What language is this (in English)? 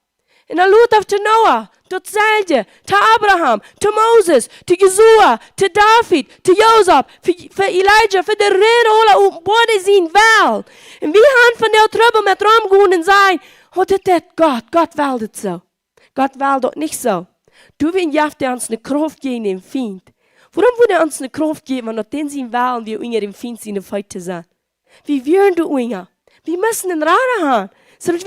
Plautdietsch